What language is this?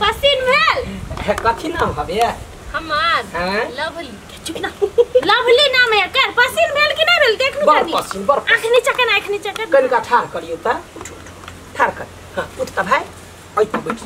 Maithili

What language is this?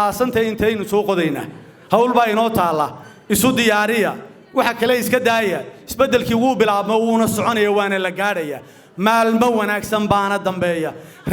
Somali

